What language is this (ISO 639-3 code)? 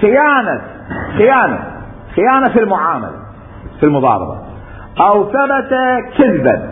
acm